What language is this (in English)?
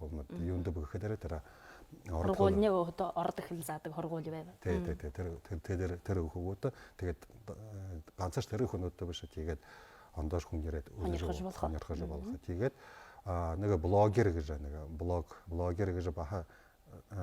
Buriat